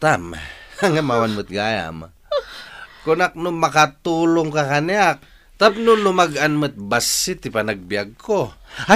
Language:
Iloko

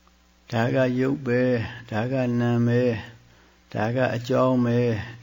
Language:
Burmese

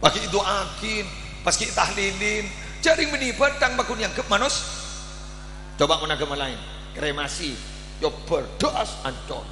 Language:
Madurese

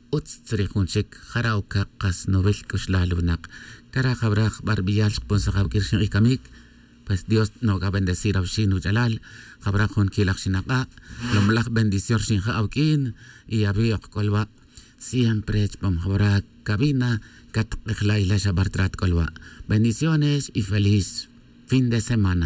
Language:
Tz'utujil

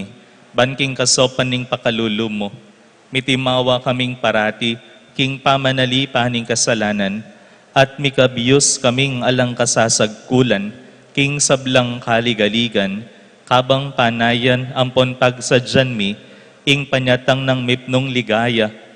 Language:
Pampanga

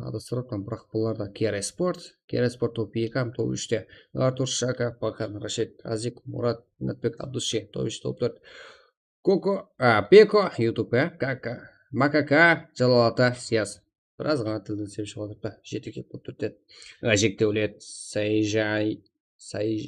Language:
Kara-Kalpak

